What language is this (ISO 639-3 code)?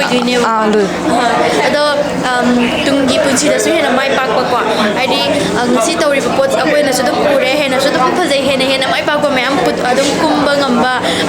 mni